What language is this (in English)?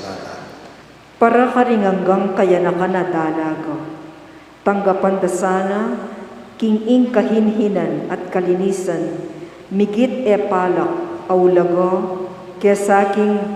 Pampanga